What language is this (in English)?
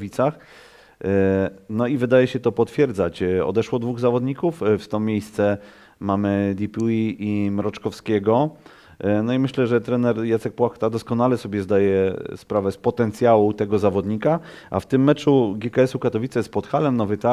Polish